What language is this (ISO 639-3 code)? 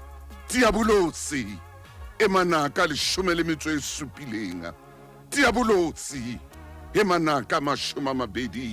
sot